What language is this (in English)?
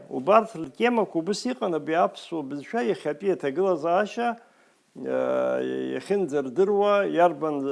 Abkhazian